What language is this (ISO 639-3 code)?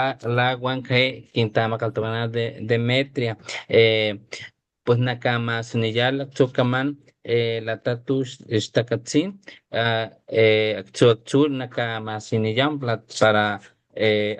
top